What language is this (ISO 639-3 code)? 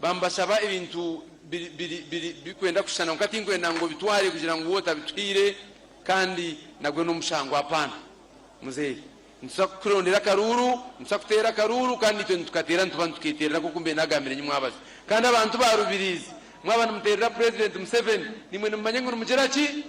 nyn